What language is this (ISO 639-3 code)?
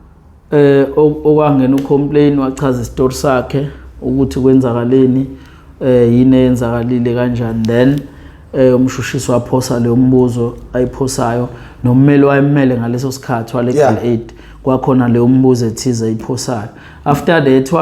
zul